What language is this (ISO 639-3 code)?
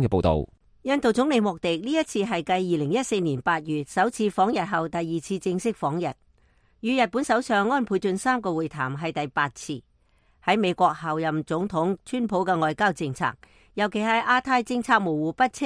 yue